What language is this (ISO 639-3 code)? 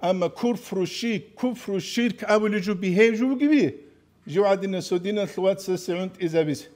ava